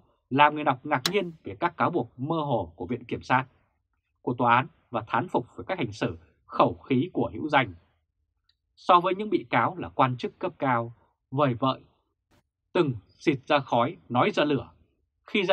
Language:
Vietnamese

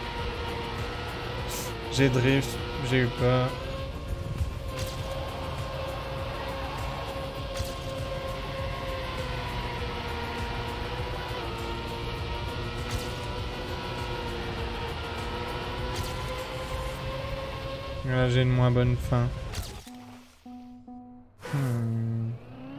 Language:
French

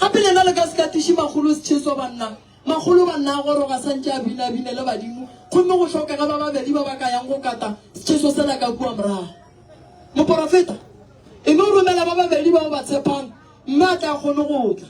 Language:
Northern Sotho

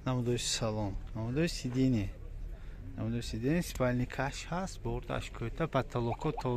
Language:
Tajik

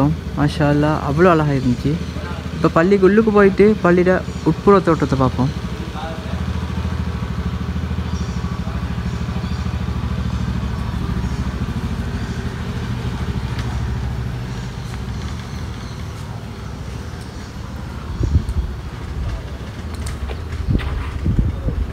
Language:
Tamil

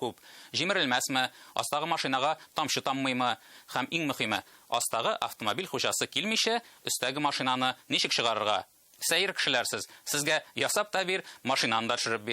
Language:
Tatar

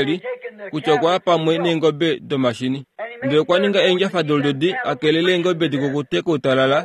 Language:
Kuanyama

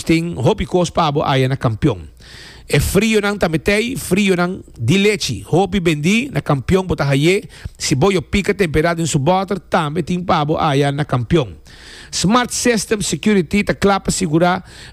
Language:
Papiamento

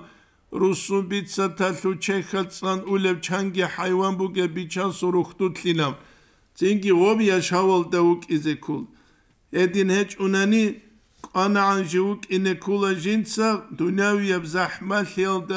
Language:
Avaric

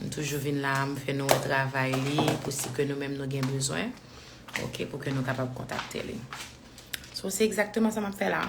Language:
Haitian Creole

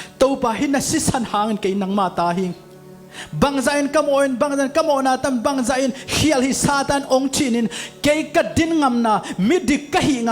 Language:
Tedim Chin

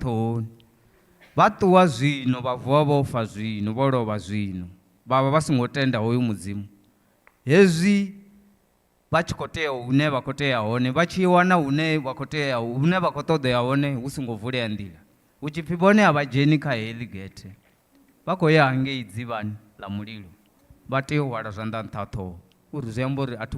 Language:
Venda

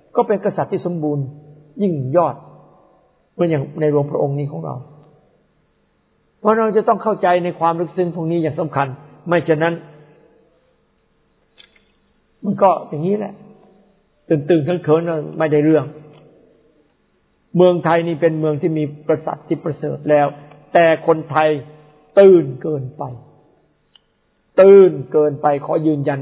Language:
Thai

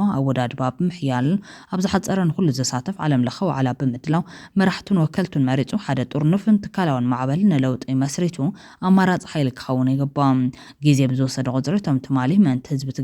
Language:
Tigrinya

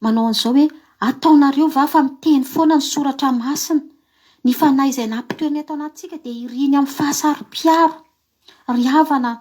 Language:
Malagasy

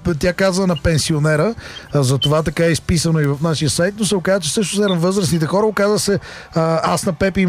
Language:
Bulgarian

